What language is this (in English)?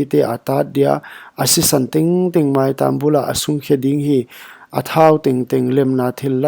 Paite Chin